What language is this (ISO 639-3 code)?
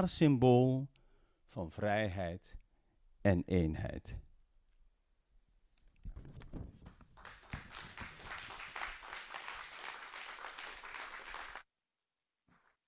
nld